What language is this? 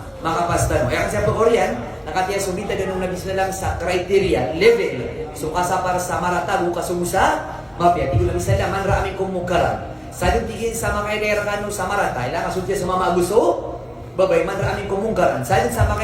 Maranao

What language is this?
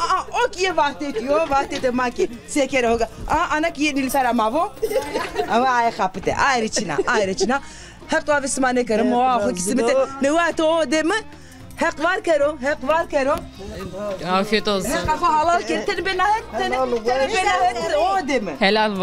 Zaza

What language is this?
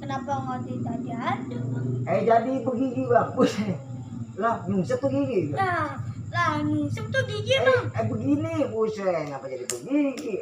Betawi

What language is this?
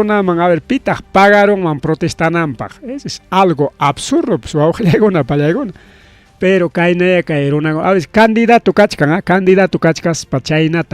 Ayacucho Quechua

